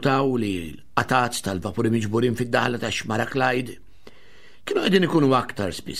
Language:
Maltese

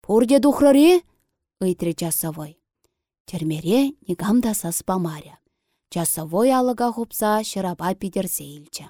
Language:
Chuvash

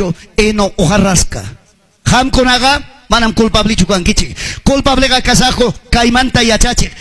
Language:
Ayacucho Quechua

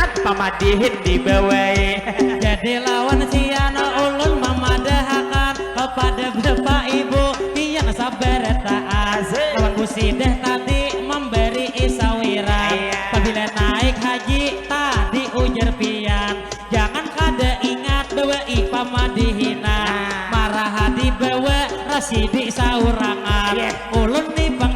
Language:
Banjar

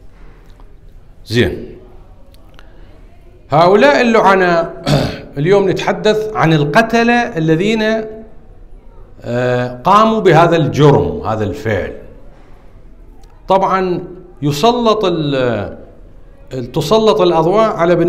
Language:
Arabic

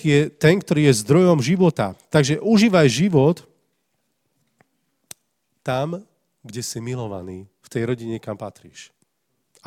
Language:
Slovak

